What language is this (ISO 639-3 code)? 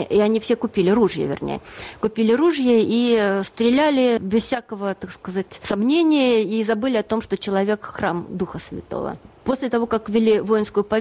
rus